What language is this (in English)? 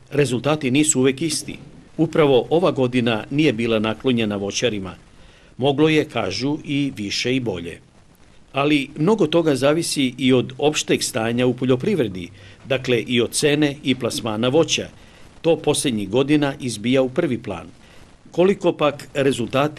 Serbian